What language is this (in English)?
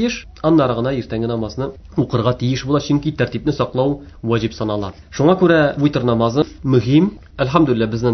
Tatar